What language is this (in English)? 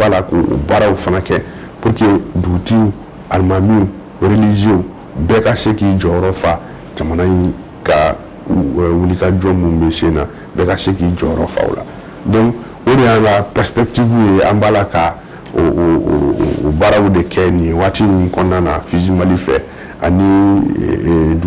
Bambara